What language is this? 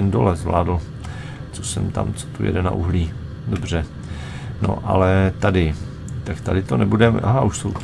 Czech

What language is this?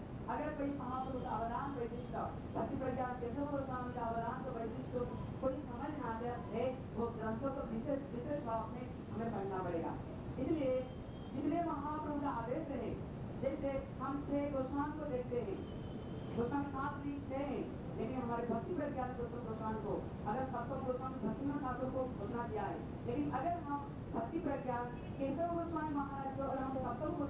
Hindi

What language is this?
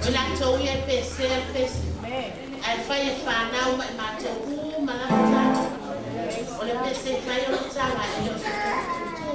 Samoan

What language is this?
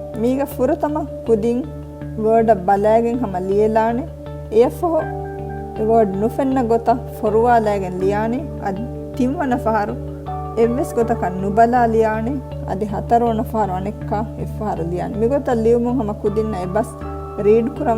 Divehi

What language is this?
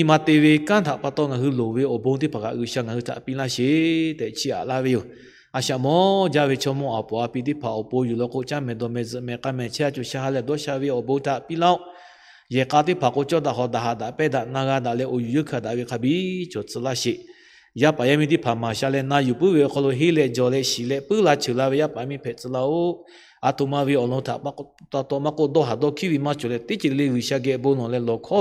Lahu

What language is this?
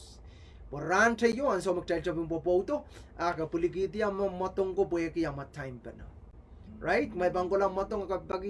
Pohnpeian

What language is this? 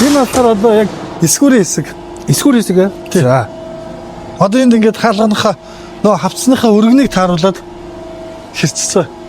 Mongolian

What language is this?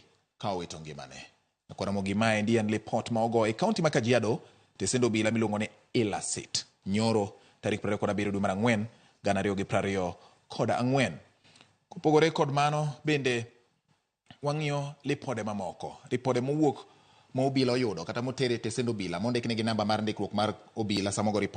Luo (Kenya and Tanzania)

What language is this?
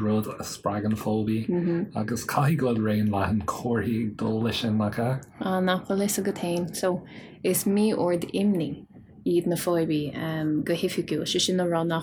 Irish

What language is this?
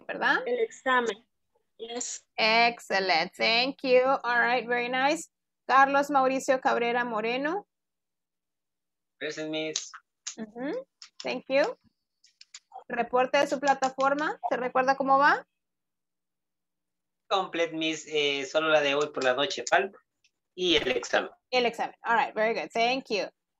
Spanish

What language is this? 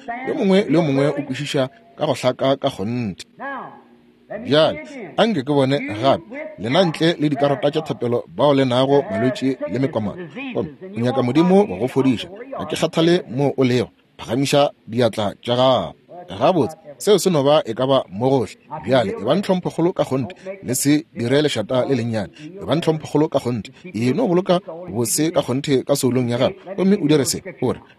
Northern Sotho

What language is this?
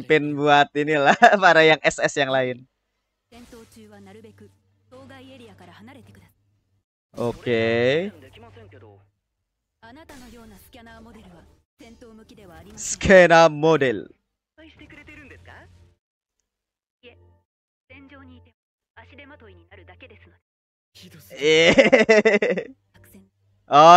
Indonesian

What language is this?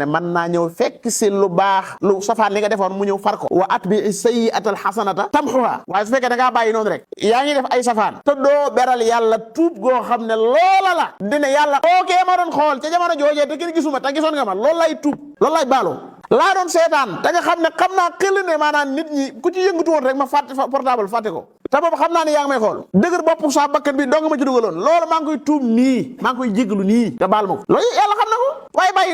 Wolof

